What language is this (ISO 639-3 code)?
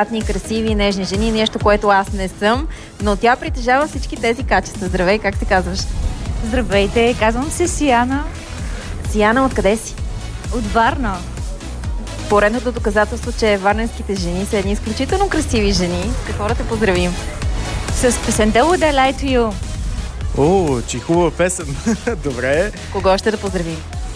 bul